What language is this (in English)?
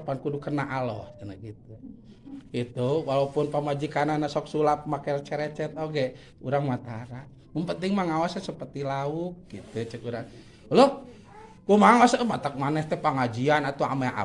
Sundanese